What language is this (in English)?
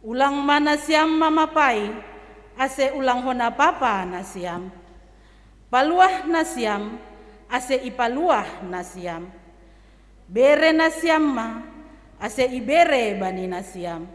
Batak Simalungun